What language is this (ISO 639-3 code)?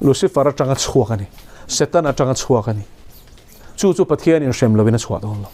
lus